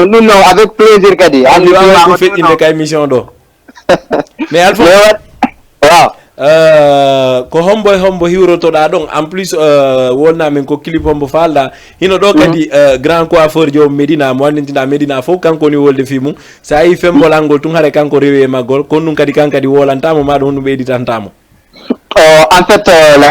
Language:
Fula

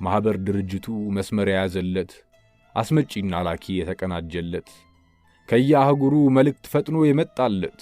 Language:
Amharic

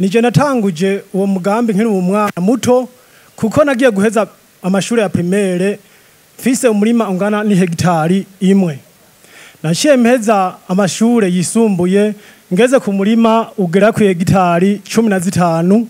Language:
Rundi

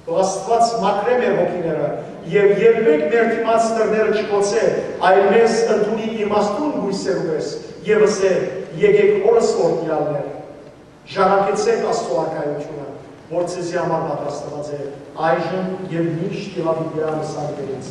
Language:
Western Armenian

